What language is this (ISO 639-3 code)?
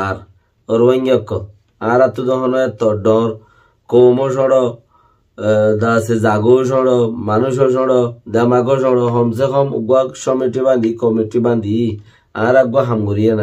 rhg